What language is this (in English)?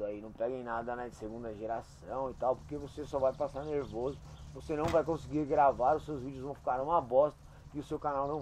Portuguese